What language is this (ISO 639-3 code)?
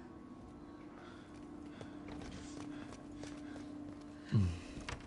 ita